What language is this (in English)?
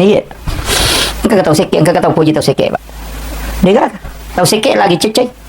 Buginese